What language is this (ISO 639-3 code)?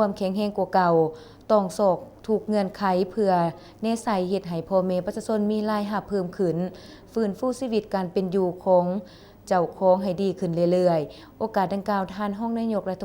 lao